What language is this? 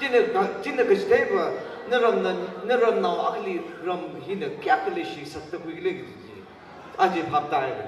Tangkhul Naga (India)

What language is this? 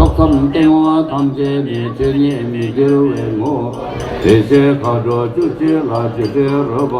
Tibetan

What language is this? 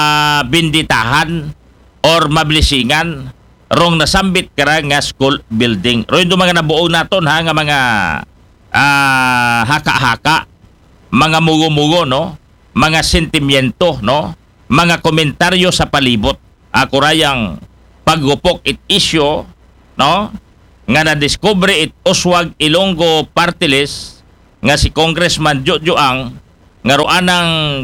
Aklanon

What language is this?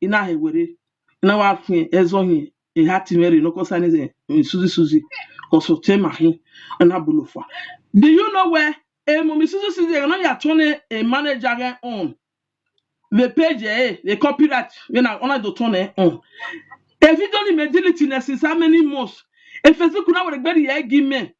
Nigerian Pidgin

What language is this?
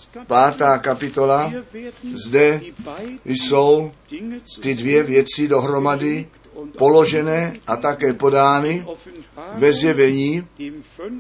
Czech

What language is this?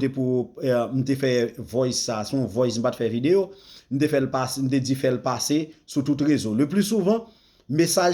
Haitian Creole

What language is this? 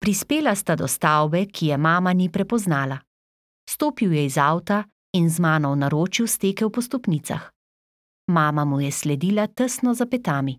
Slovenian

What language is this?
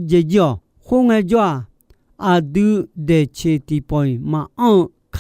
Akha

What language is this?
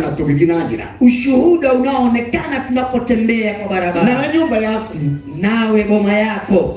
Kikuyu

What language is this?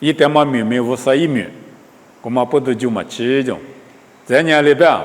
Lisu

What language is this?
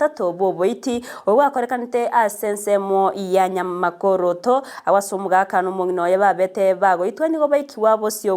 Gusii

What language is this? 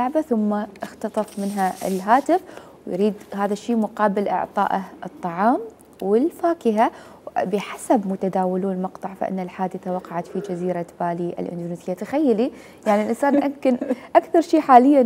Mesopotamian Arabic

